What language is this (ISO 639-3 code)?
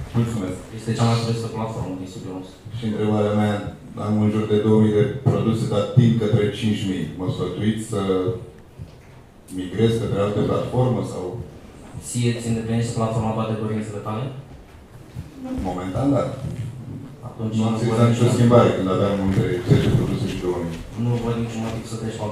ron